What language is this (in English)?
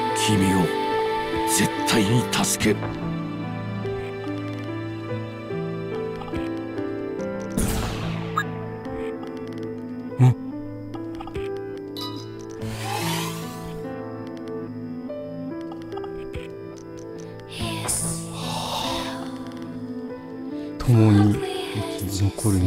Japanese